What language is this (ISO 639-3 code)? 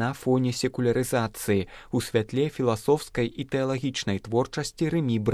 bel